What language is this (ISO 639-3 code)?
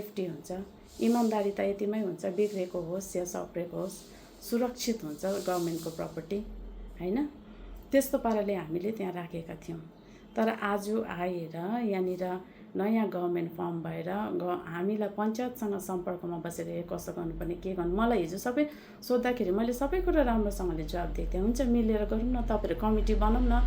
nep